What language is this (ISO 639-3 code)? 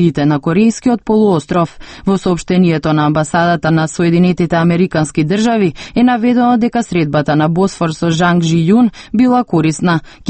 mkd